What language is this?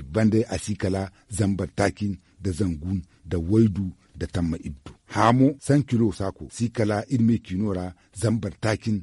Zarma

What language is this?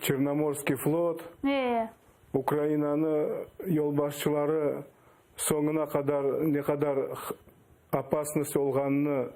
Crimean Tatar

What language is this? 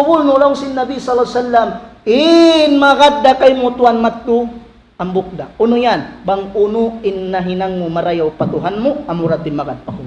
Tausug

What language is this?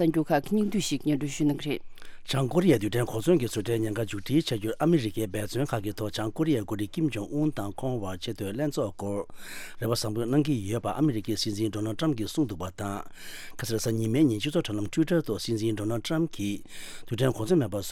Tibetan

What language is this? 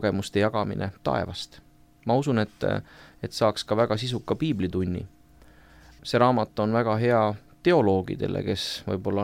Estonian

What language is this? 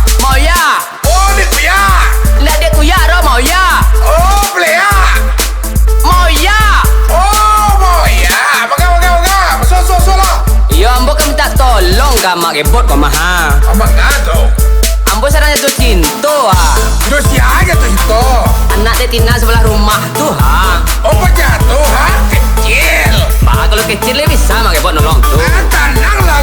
Minangkabau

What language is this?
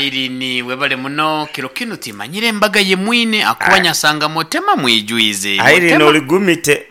Nyankole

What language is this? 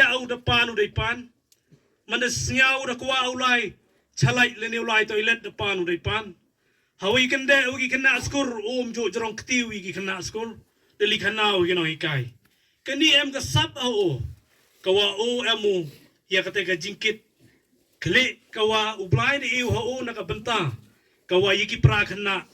Khasi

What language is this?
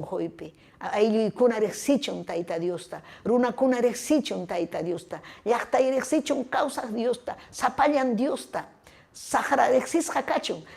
Ayacucho Quechua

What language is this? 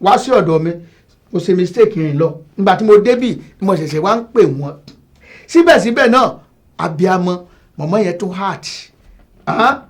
Yoruba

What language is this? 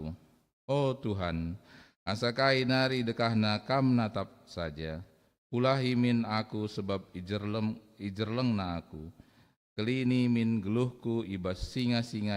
Batak Karo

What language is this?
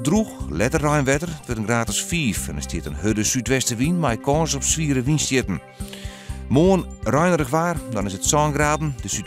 Western Frisian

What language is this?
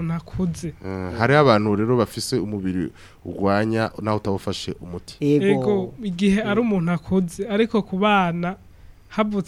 Rundi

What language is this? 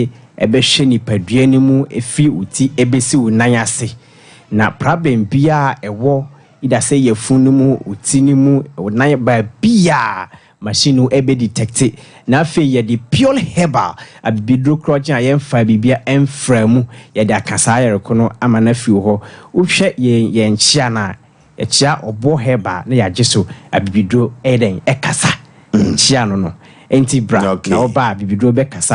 Akan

